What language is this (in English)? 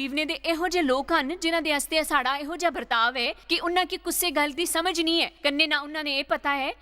Dogri